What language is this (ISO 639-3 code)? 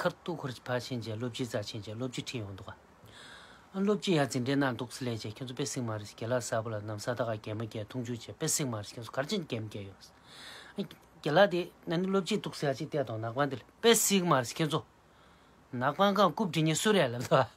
bod